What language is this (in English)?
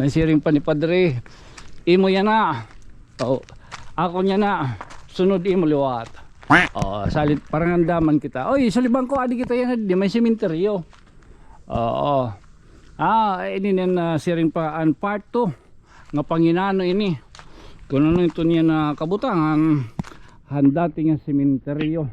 Waray